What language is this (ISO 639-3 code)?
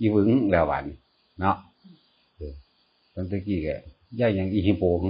tts